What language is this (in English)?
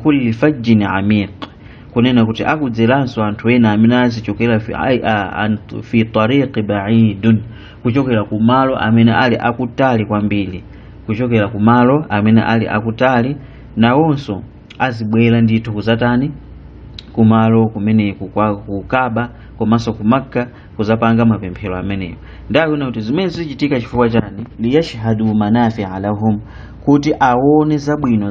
Nyanja